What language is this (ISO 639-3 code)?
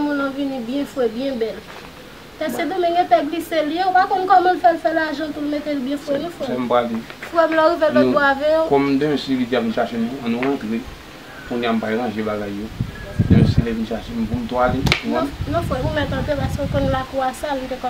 hat